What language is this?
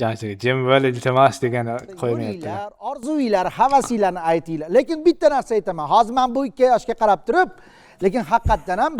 Uzbek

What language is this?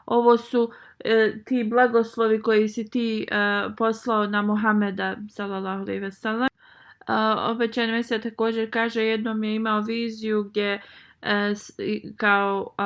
Bosnian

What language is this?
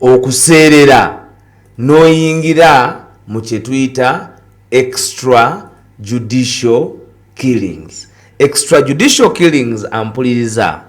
Ganda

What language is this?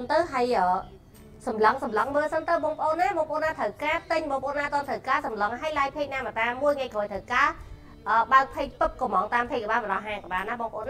Khmer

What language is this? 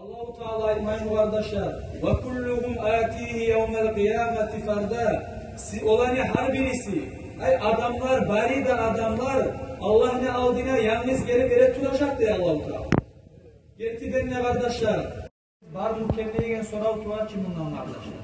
Kumyk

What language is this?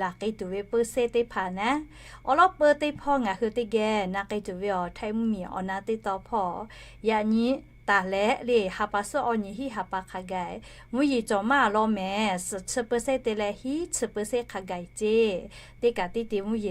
Lahu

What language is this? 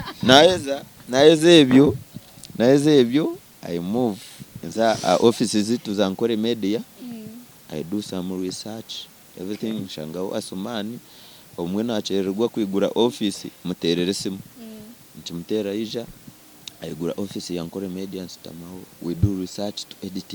Nyankole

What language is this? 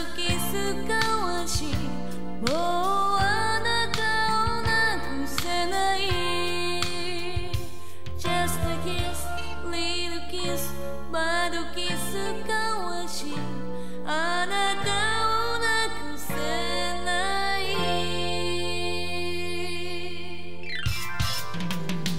Japanese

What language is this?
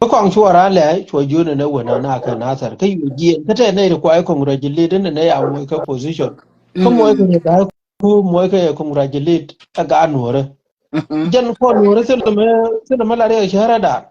Nuer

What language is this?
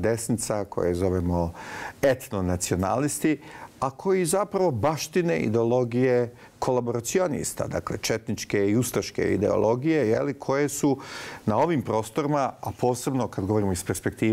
Bosnian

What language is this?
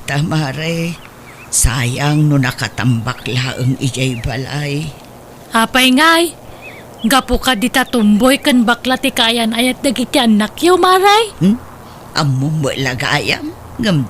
Iloko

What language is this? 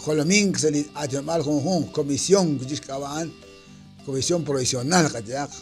Kekchí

